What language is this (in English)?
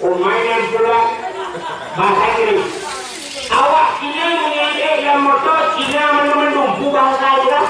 Achinese